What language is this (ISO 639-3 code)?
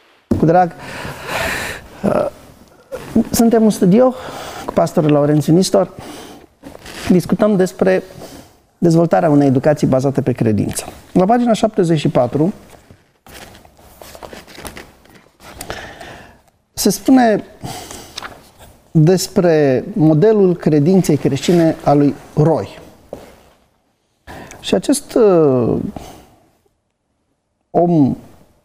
ron